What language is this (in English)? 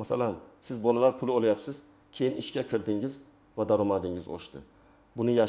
Uzbek